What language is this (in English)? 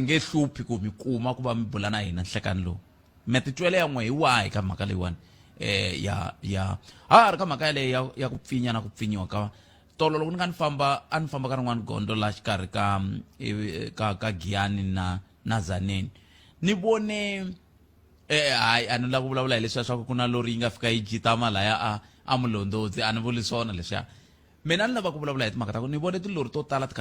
Tsonga